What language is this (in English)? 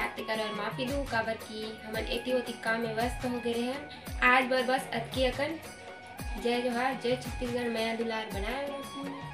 Chhattisgarhi